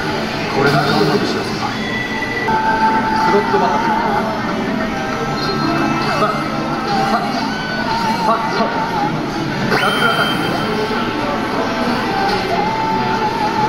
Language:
Japanese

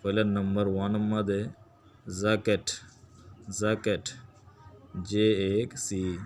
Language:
Rohingya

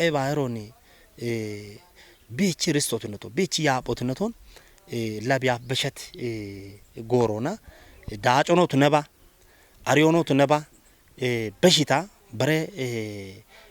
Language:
Kafa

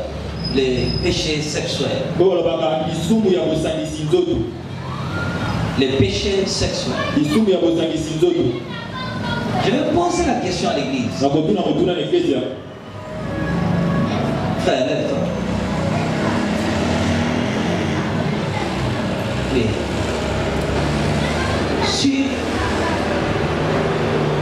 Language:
French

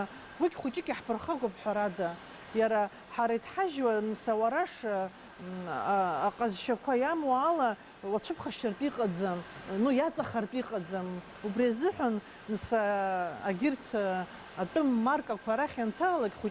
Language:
Abkhazian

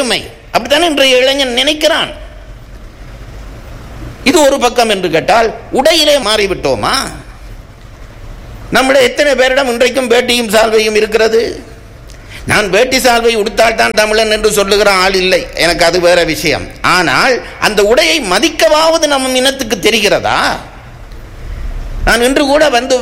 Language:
Tamil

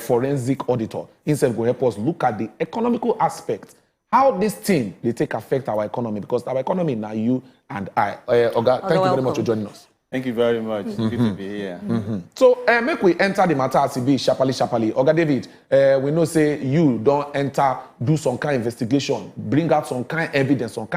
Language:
Nigerian Pidgin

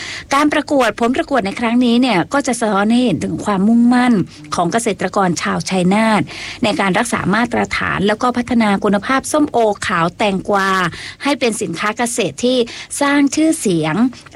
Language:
Thai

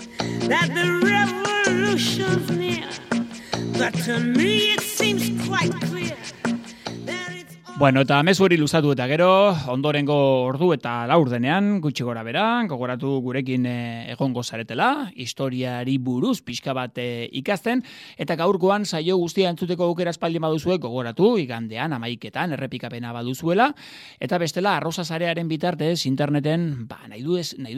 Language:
Basque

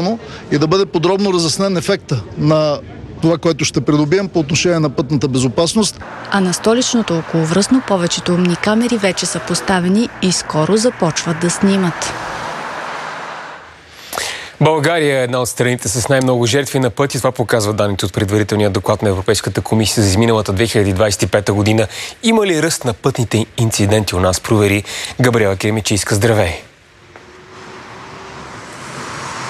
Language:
Bulgarian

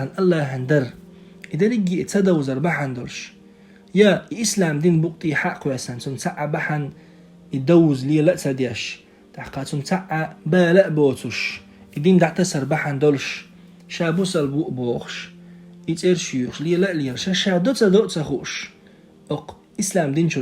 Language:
Chechen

